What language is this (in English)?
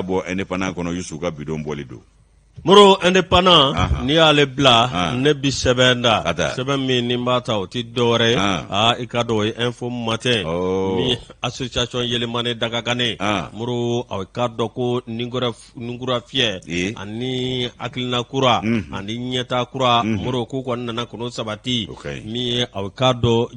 Bambara